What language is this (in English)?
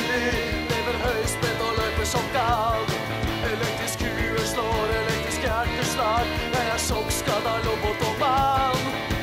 Norwegian